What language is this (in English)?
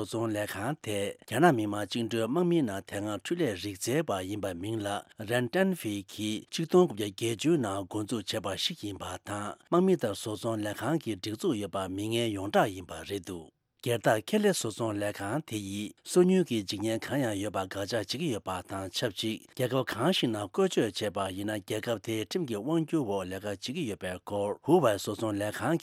Tibetan